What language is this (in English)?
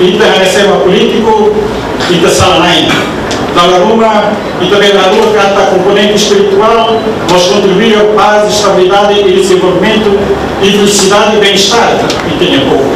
Tetum